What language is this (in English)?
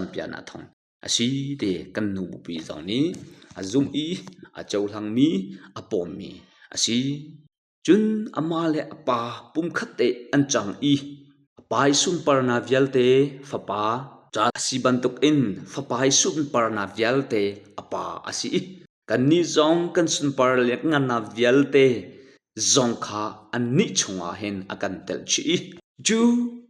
Hakha Chin